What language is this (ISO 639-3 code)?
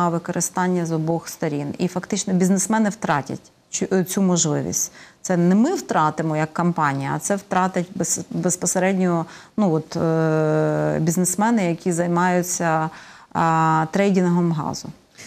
ukr